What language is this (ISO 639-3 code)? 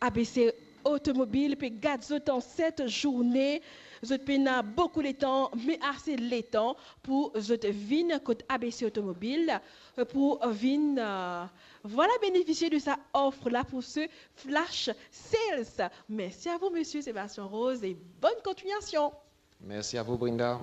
mfe